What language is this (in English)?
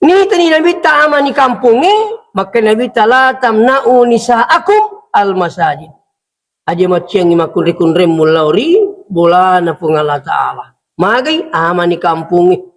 Buginese